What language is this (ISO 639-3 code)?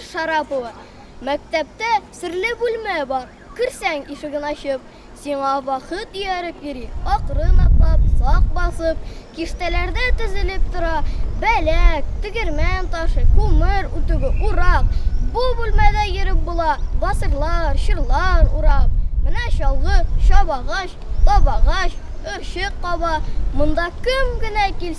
tat